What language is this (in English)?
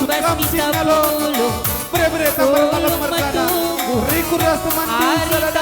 Batak Karo